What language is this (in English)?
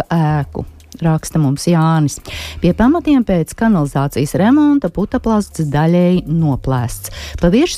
Latvian